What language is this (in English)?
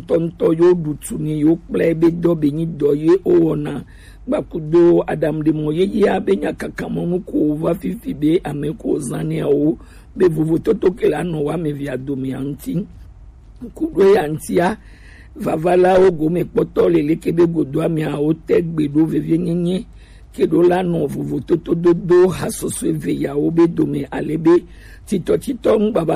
Gen